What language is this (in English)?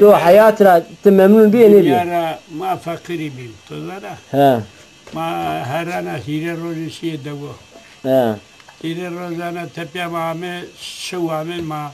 Zaza